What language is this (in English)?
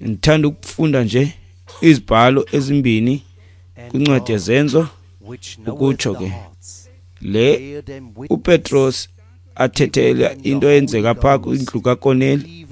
Xhosa